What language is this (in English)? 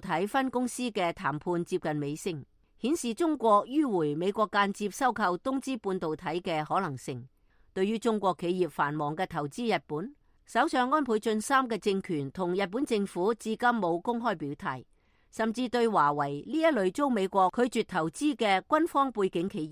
Cantonese